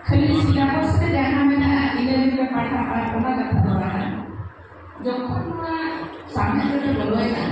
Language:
Santali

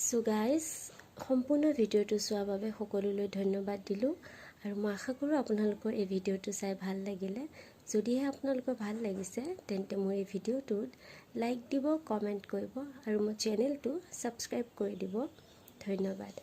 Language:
Assamese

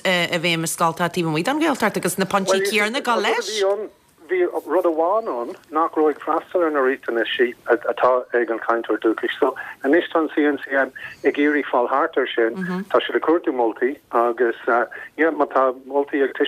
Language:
Irish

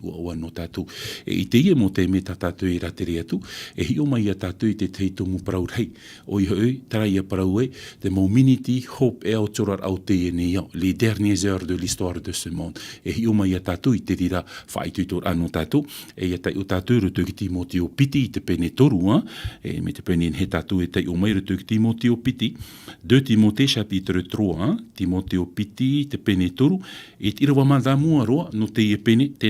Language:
Tahitian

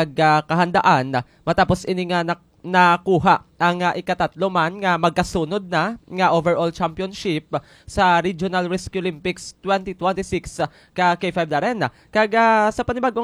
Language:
Hiligaynon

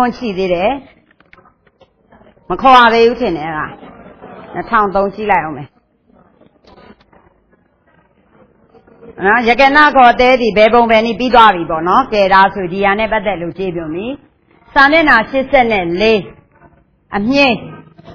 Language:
Burmese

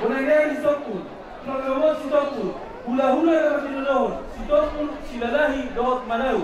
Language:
Batak Toba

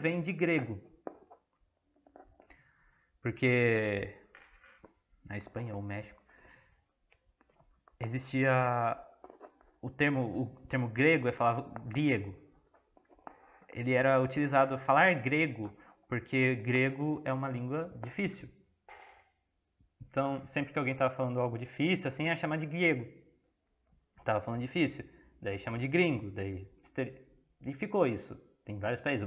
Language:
Portuguese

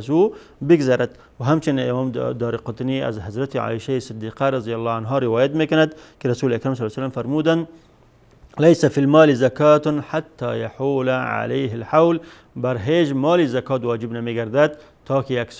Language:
Persian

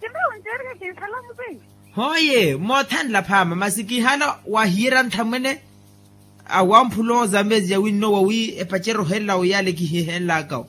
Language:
Makhuwa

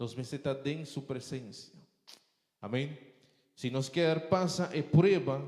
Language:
Papiamento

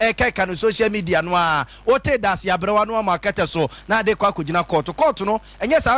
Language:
Akan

